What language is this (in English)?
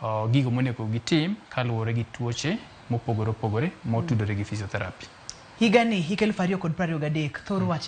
Luo (Kenya and Tanzania)